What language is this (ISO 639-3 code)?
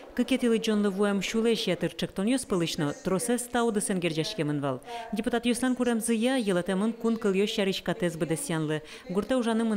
udm